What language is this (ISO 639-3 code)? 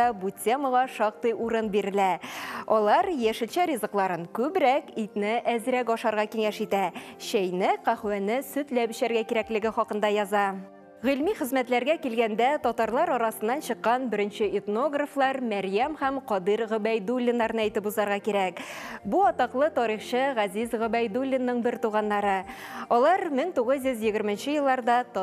tat